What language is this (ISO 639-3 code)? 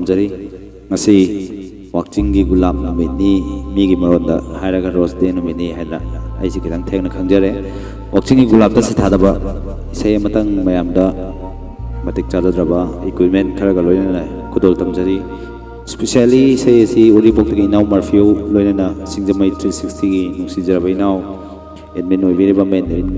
mni